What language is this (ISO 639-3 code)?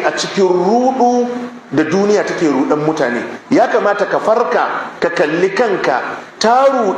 hau